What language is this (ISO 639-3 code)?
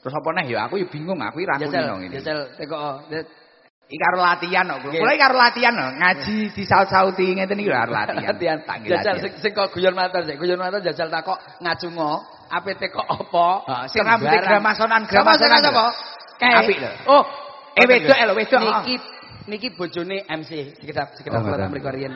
jav